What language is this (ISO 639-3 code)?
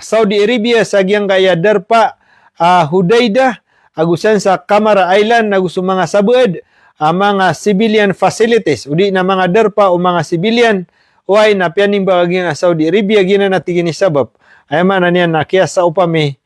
mrw